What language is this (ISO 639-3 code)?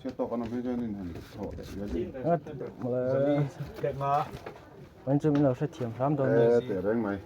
hmr